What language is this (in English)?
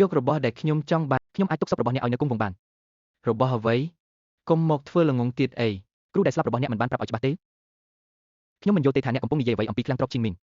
Khmer